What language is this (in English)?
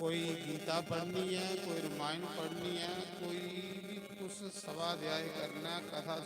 Dogri